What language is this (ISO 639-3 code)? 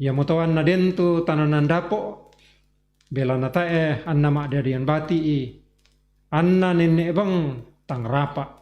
sda